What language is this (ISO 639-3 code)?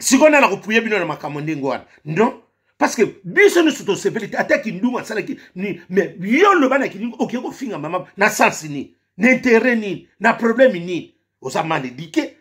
lin